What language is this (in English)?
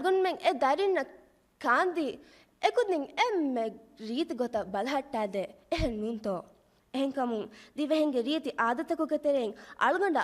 Divehi